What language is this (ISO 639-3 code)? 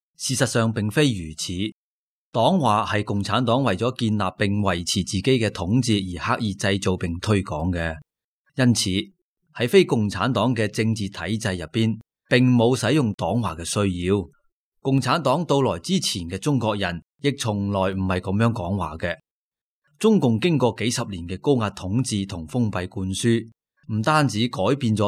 yue